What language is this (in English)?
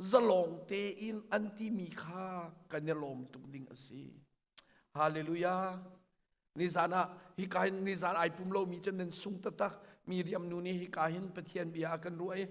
Hakha Chin